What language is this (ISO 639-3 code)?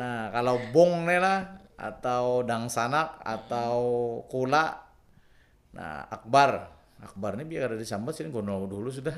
bjn